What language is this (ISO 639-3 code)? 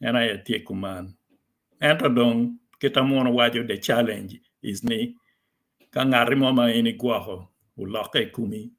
ach